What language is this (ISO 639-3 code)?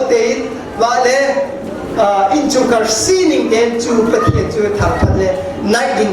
cnh